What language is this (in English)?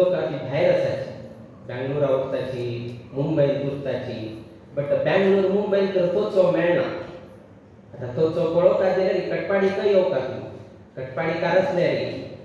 Konkani